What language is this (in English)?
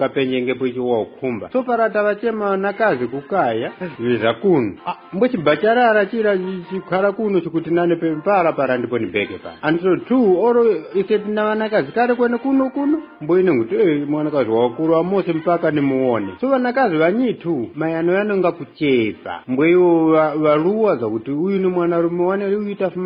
Tumbuka